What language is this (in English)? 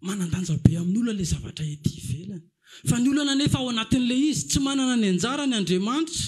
Malagasy